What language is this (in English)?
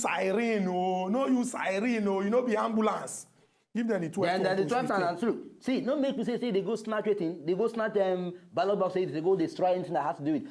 Nigerian Pidgin